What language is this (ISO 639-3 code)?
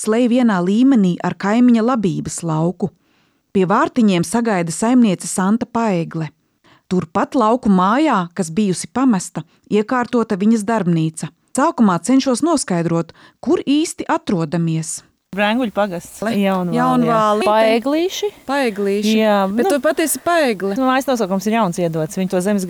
lav